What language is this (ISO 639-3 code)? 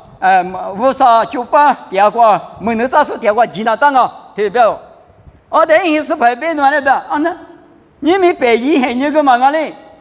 lis